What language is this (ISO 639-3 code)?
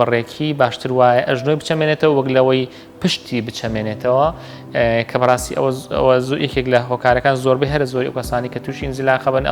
ckb